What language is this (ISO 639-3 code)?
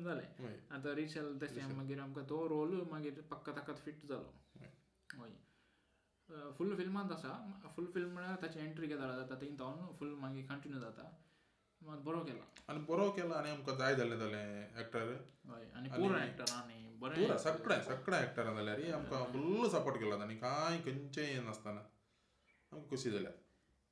kok